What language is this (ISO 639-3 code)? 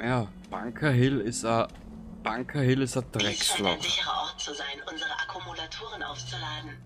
bar